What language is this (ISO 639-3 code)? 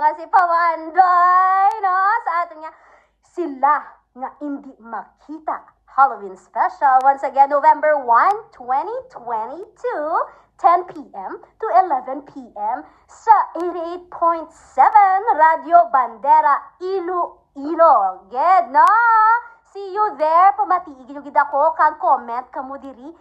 hil